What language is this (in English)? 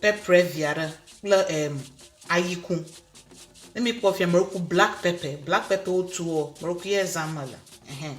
Ewe